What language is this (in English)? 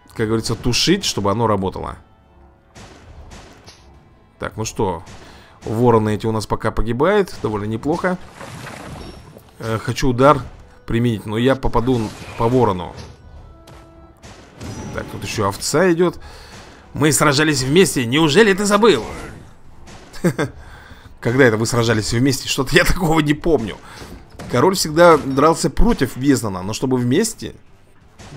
Russian